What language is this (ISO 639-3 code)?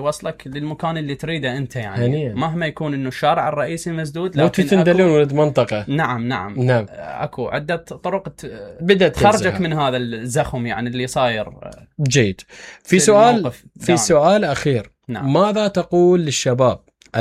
acm